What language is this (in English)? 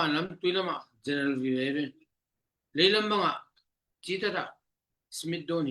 Tedim Chin